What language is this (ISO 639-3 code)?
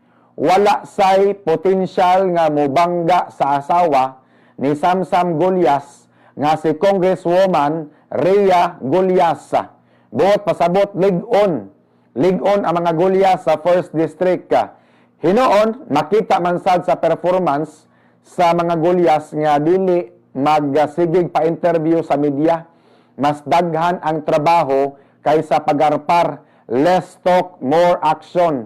ceb